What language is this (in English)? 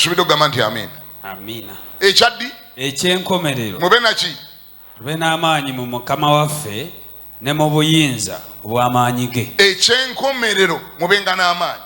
Ganda